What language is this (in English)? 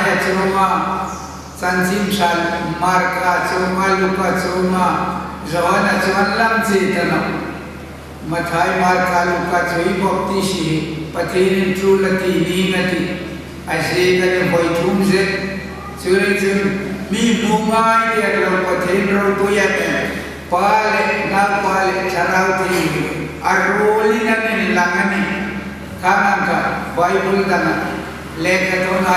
Hmar